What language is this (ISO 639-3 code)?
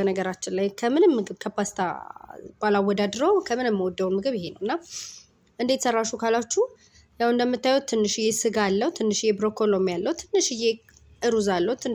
amh